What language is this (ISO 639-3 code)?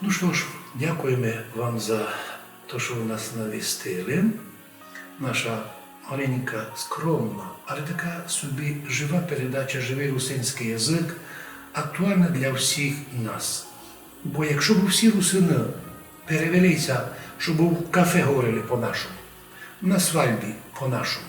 rue